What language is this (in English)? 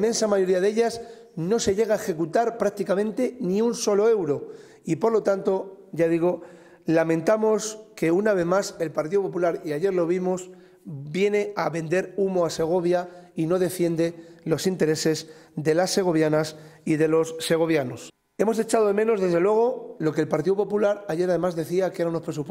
Spanish